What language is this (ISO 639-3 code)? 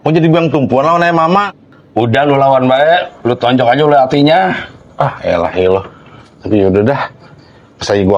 bew